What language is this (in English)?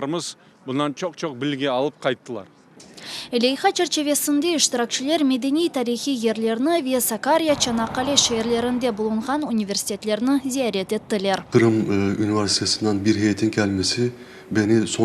Crimean Tatar